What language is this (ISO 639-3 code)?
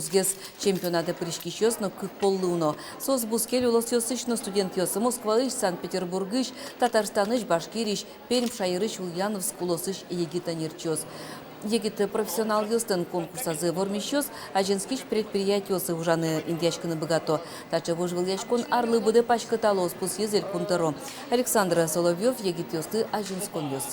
udm